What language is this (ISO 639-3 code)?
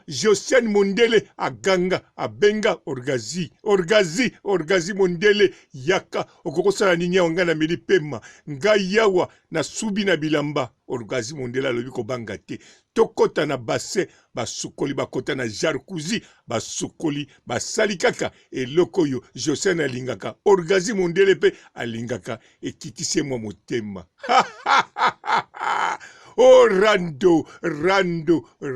lin